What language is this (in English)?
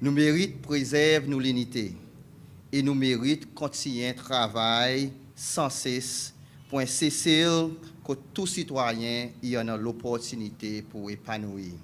Seselwa Creole French